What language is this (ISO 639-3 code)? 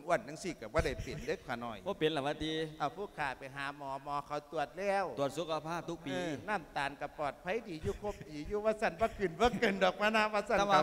lao